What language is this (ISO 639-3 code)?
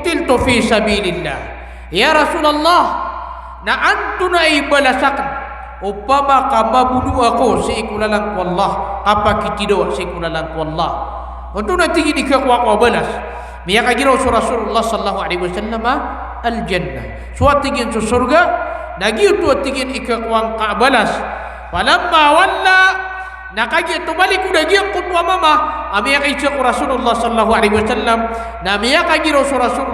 mrw